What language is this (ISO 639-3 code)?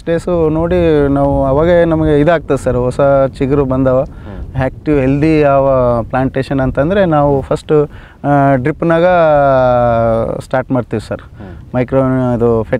kan